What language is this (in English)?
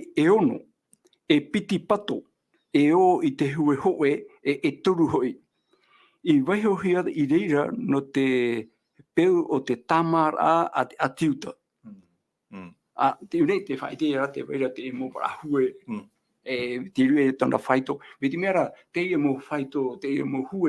Tahitian